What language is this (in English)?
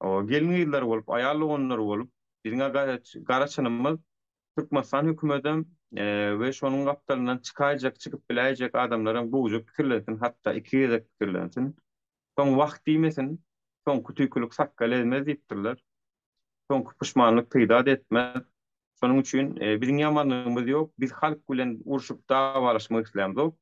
Turkmen